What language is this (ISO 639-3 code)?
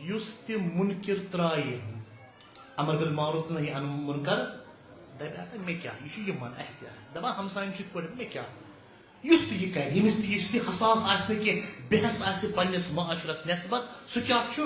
kas